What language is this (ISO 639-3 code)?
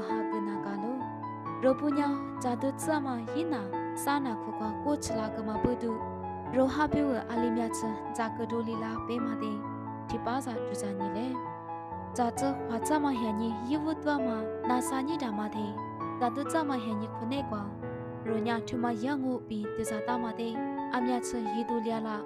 lis